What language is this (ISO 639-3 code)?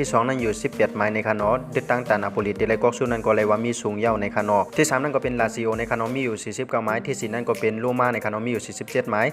shn